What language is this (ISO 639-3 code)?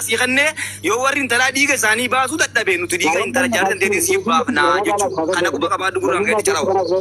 orm